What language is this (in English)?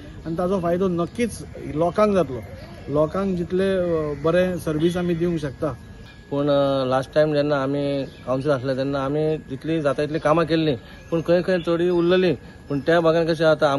Konkani